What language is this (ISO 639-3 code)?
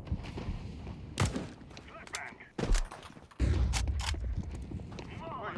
ron